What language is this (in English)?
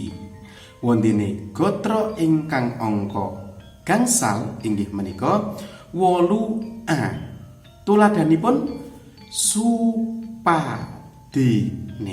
Javanese